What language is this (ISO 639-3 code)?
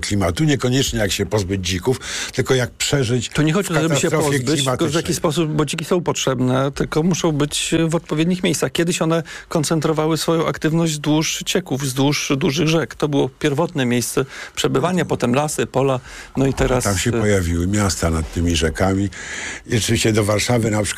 pol